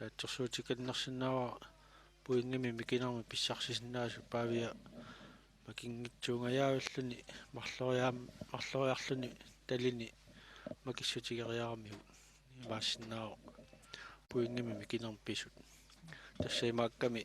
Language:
Kalaallisut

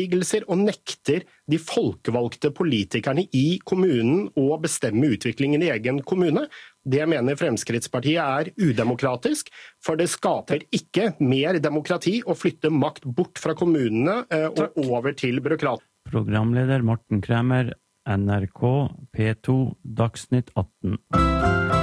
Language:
Norwegian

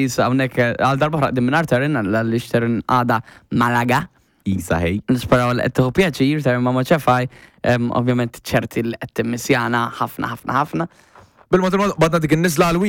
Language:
Maltese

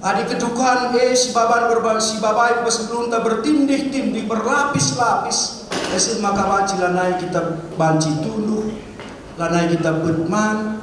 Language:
Batak Karo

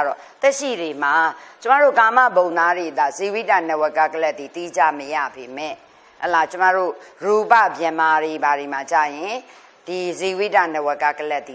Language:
Burmese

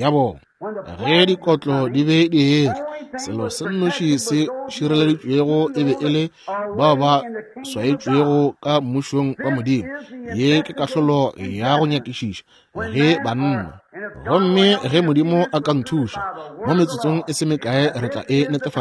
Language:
Northern Sotho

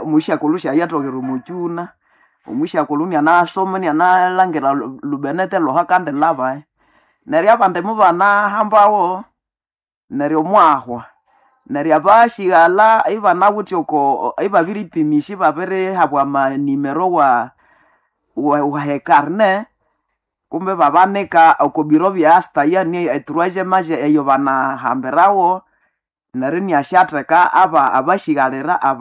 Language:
Nande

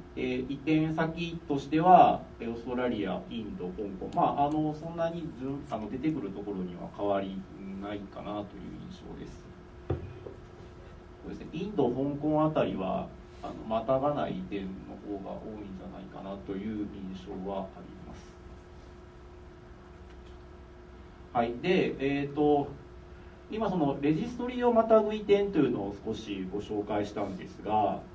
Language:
Japanese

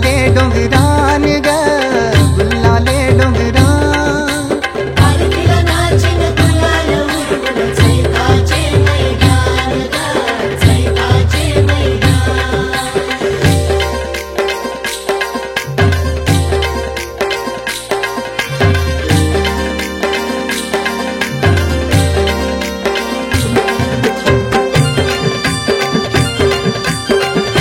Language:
Marathi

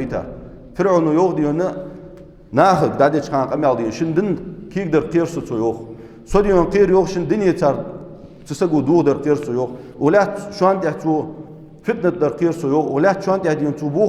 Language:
Ingush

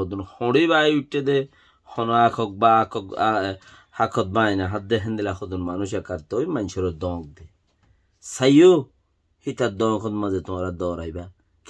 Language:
Rohingya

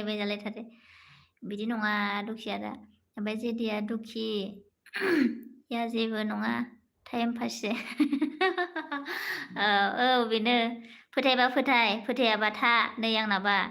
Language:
Bodo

